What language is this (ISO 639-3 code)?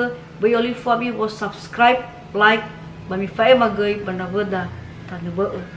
nia